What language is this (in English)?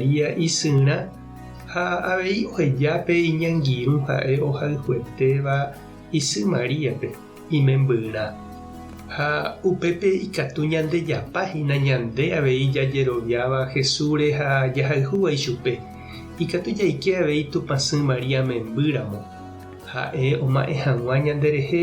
Guarani